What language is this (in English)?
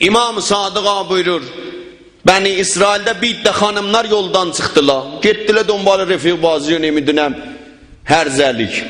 South Azerbaijani